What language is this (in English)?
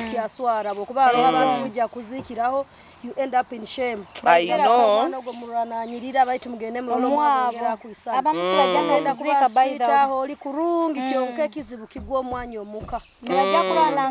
Nyoro